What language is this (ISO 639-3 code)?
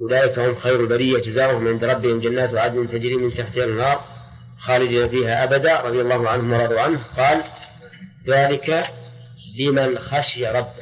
ara